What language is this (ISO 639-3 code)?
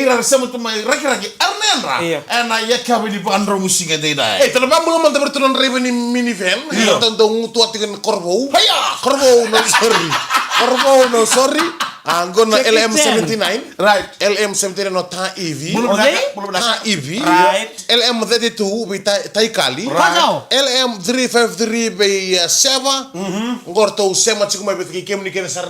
fij